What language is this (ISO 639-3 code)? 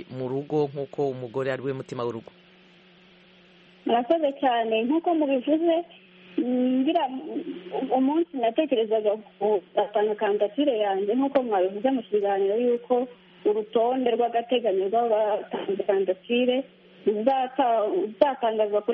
kin